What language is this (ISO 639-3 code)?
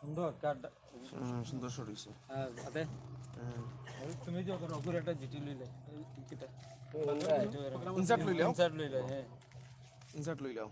syl